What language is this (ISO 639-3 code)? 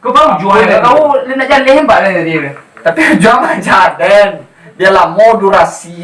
min